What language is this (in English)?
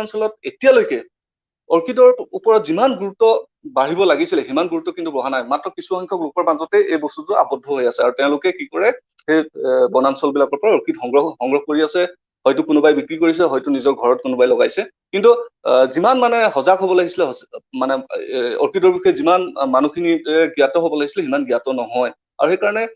Assamese